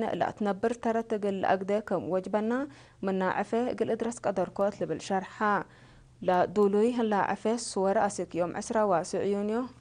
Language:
Tigre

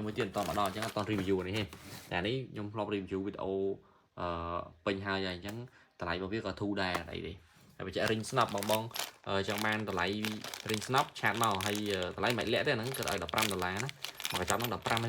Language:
Khmer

